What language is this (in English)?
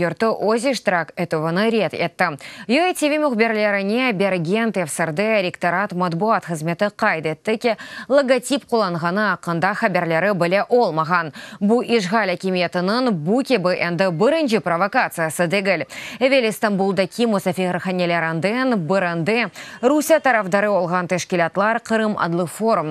Crimean Tatar